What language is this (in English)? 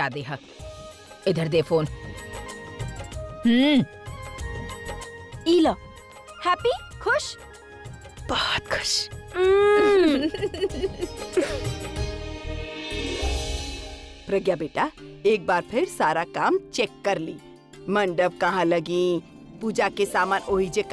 Bhojpuri